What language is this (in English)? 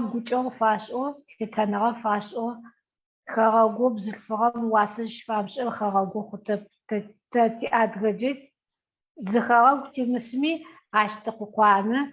Adyghe